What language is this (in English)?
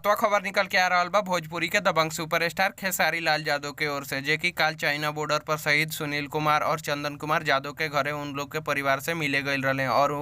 Bhojpuri